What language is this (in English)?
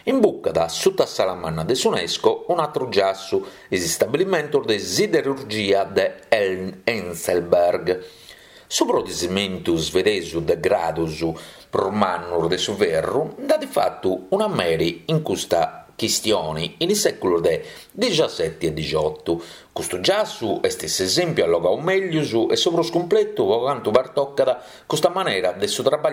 Sardinian